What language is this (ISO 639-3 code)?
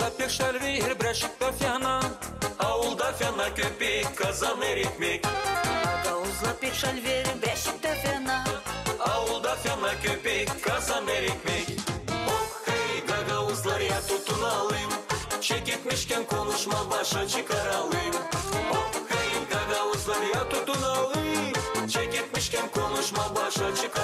gag